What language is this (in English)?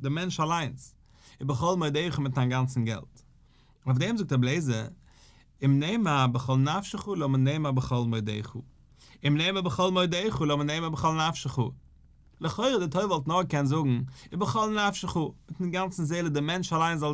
Yiddish